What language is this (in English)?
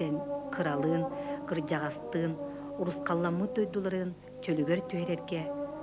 Yakut